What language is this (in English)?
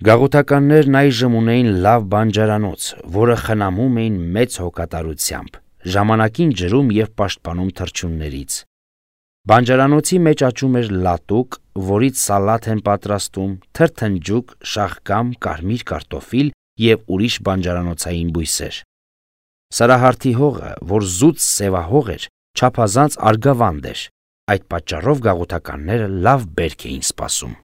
Armenian